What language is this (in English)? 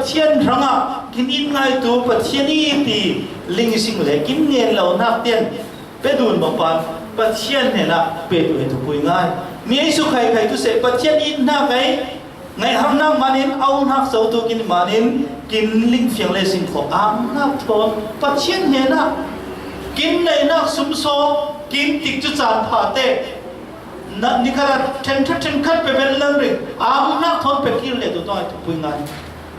Falam Chin